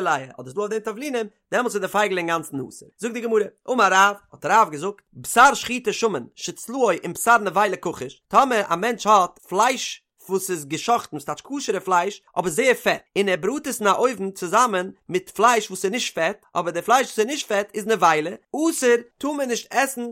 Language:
Yiddish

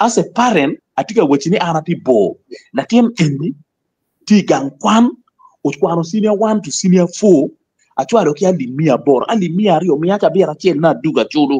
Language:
Acoli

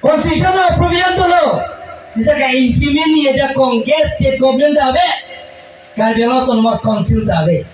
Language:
Karbi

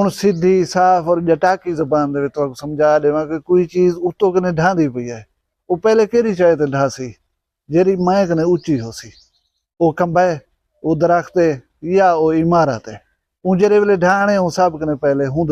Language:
Saraiki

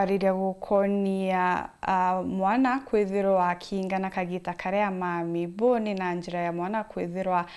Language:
Meru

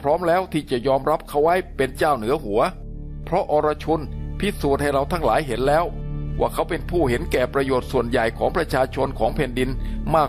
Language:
Thai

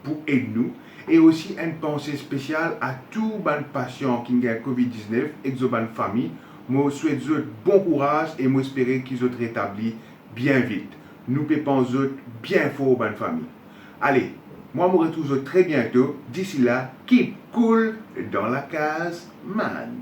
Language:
Morisyen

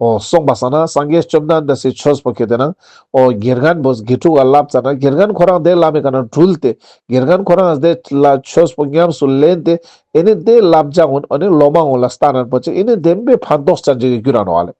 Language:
Ladakhi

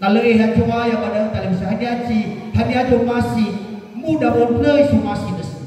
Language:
Nias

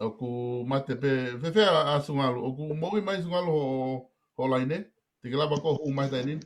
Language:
Tongan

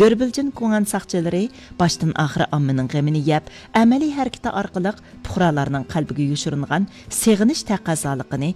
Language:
Uyghur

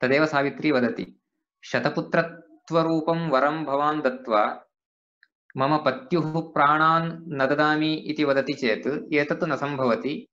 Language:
Sanskrit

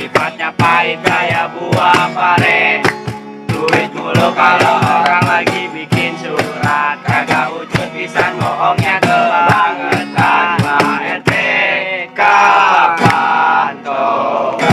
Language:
Betawi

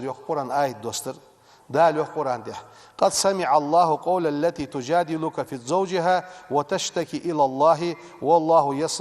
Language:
Ingush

